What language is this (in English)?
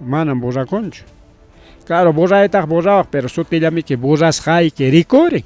Ayacucho Quechua